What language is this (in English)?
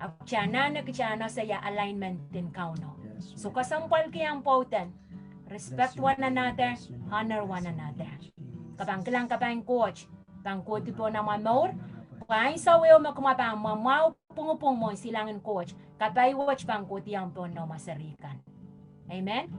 Pohnpeian